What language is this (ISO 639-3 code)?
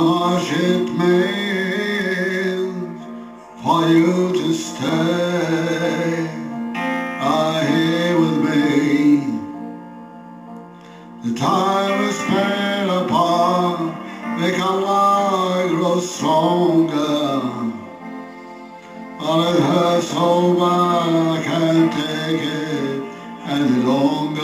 eng